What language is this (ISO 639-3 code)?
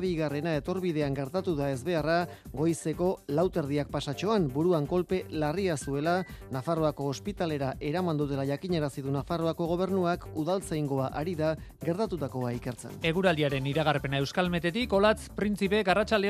eus